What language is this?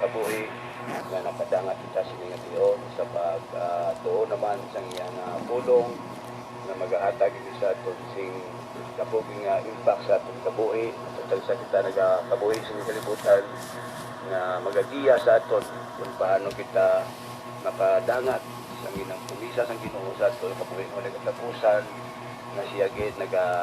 Hiligaynon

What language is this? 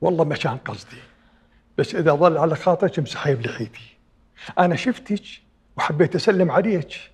Mesopotamian Arabic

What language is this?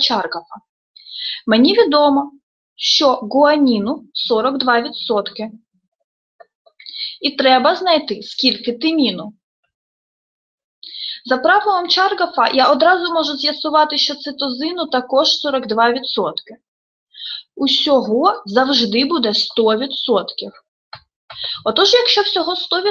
Ukrainian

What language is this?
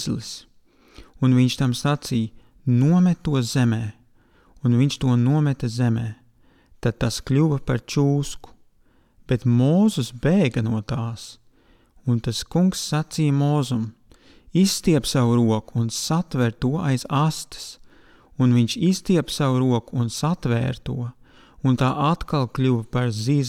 Latvian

